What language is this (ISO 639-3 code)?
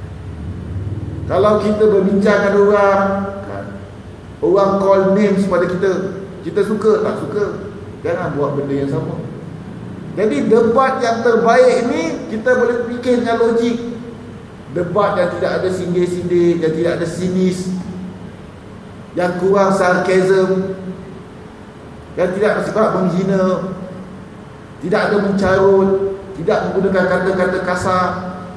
msa